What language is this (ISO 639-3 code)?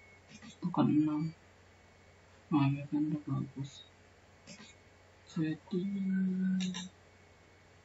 ind